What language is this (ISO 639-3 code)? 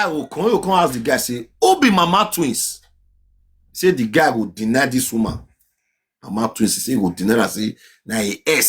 pcm